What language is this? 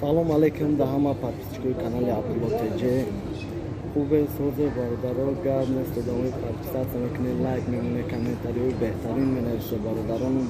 Tajik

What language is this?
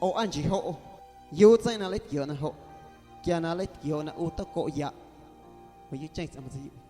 Guerrero Amuzgo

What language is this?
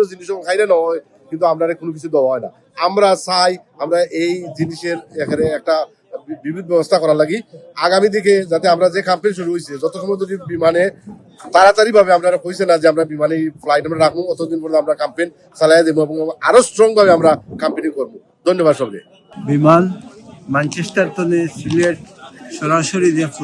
Sylheti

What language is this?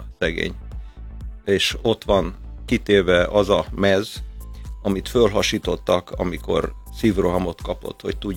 Hungarian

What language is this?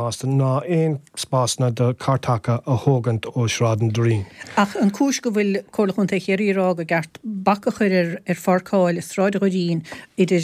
Irish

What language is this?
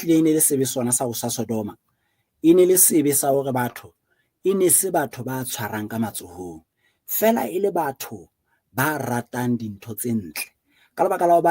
Southern Sotho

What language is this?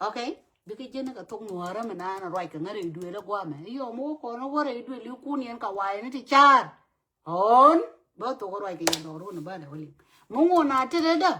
Nuer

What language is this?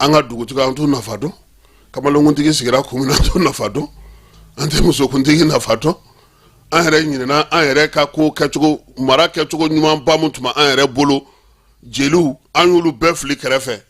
Bambara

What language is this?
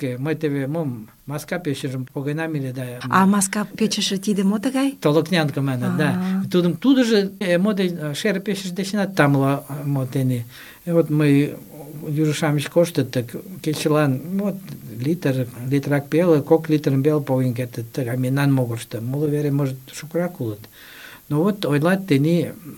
Mari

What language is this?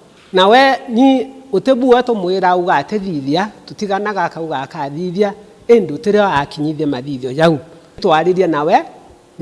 Meru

